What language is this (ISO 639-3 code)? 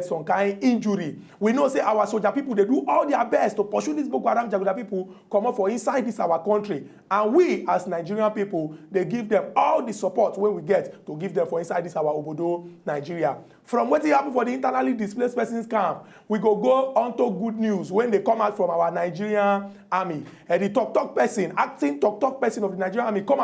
pcm